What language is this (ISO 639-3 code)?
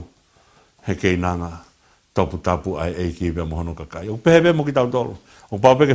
ton